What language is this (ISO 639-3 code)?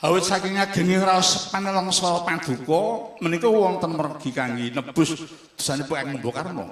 jav